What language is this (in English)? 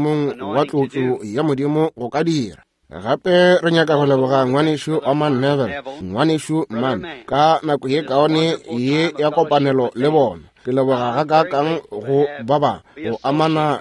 Northern Sotho